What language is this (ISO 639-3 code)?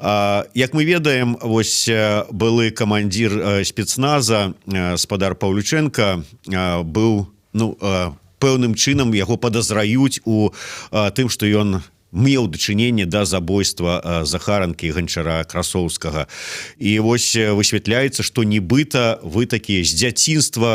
bel